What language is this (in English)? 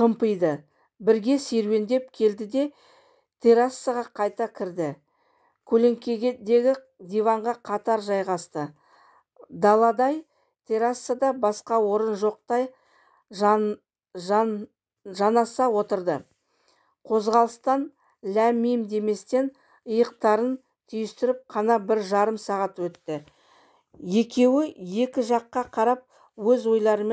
Kazakh